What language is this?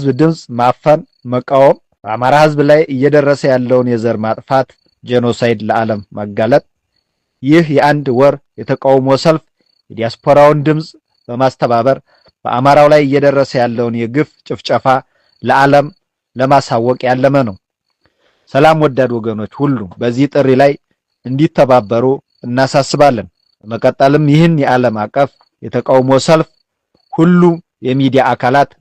Amharic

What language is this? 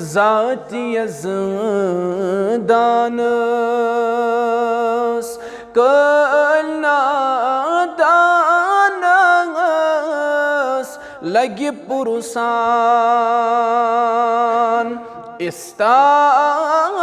Kashmiri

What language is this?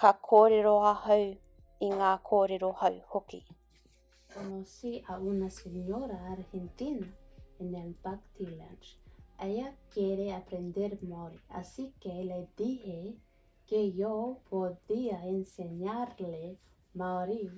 Māori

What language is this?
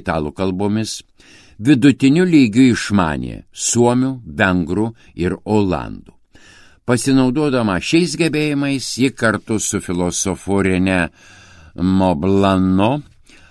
Lithuanian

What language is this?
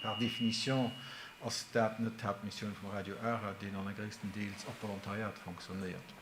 Luxembourgish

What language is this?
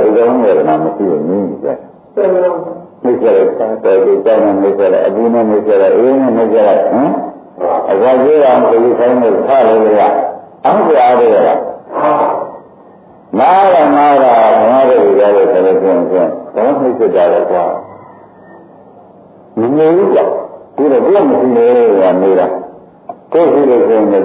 Burmese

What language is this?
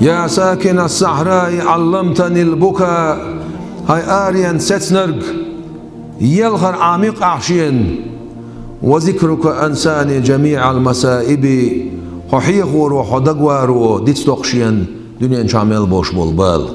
Chechen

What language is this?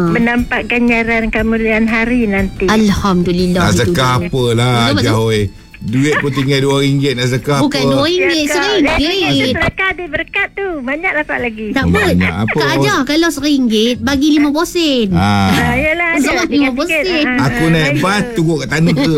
Malay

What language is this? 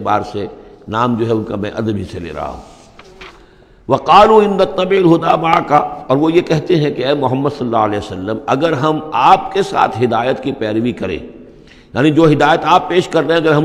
Urdu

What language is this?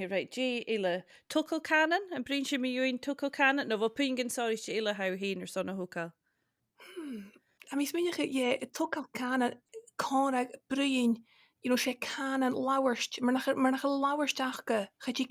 Scottish Gaelic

